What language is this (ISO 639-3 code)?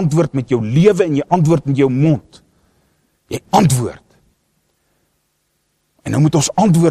afr